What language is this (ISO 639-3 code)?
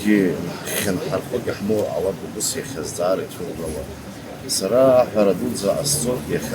abk